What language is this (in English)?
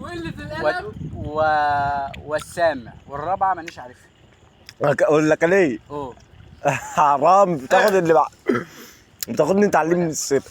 Egyptian Arabic